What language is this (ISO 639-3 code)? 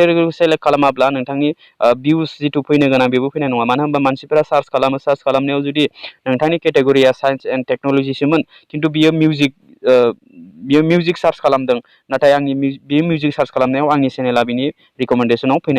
brx